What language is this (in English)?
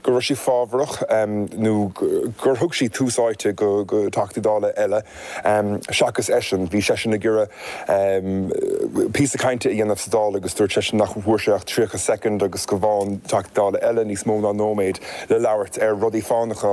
Irish